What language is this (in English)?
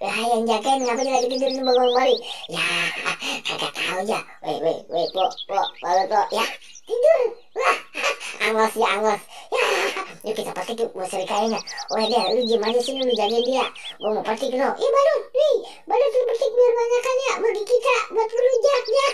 Betawi